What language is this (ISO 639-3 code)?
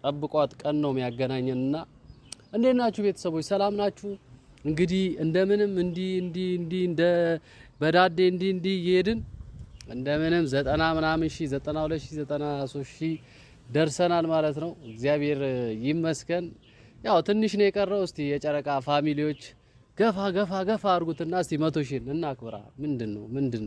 amh